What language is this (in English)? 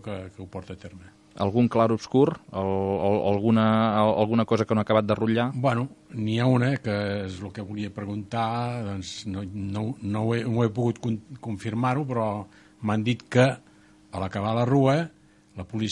Catalan